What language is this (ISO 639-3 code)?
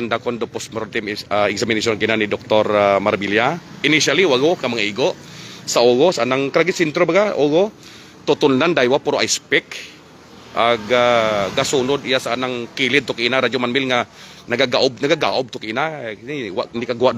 hil